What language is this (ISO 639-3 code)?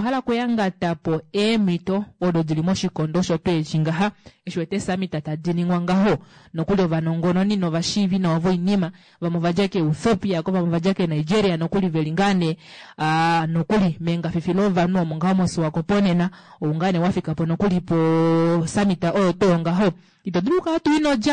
kua